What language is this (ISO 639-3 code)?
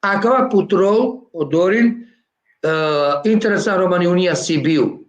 rmn